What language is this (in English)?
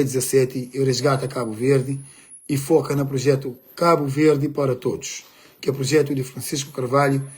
Kabuverdianu